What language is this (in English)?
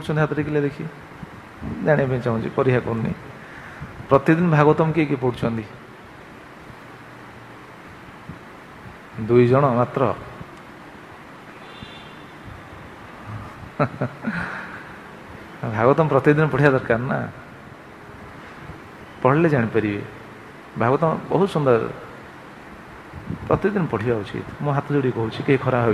Odia